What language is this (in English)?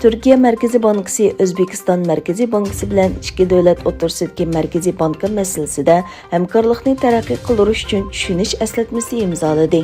Uyghur